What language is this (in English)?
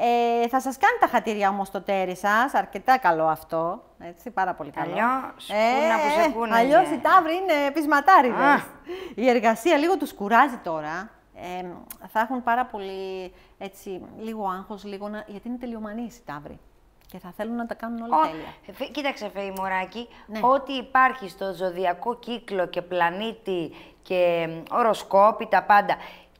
Greek